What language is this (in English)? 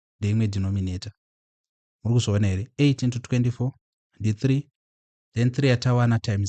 Shona